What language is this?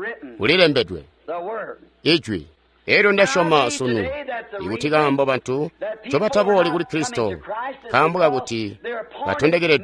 Tonga (Zambia)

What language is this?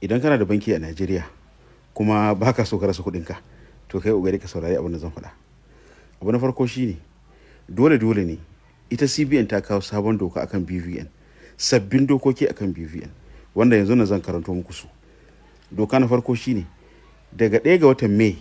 Hausa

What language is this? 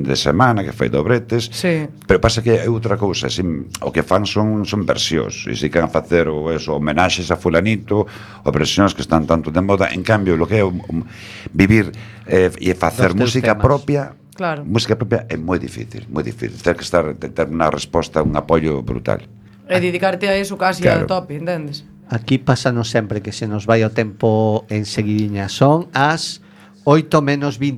Galician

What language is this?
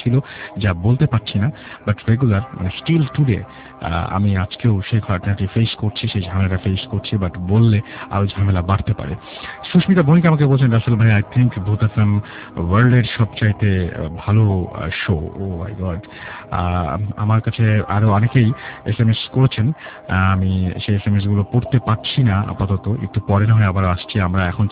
Bangla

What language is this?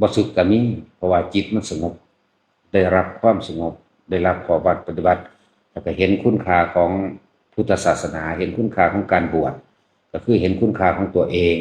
Lao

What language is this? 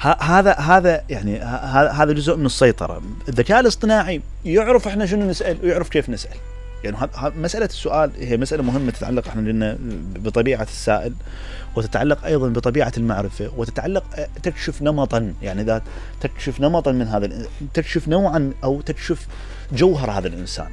Mesopotamian Arabic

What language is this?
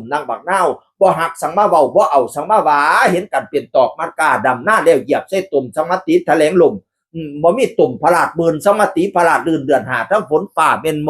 Northeastern Thai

